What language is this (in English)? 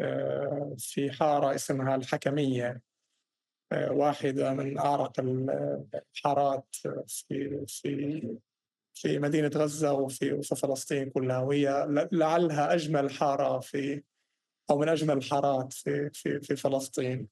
North Levantine Arabic